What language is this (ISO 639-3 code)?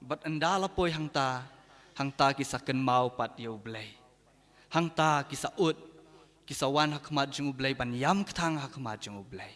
kha